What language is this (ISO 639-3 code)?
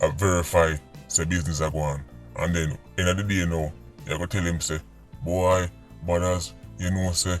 jam